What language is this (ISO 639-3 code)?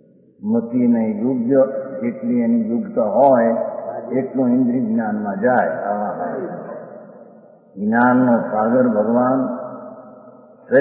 guj